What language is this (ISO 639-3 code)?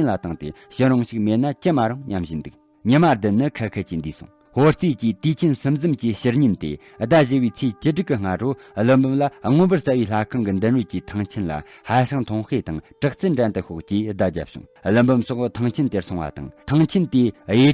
bod